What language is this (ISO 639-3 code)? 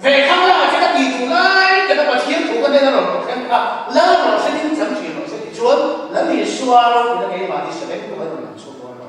lus